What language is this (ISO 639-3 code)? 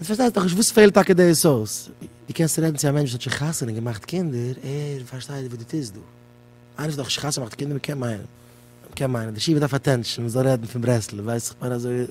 yid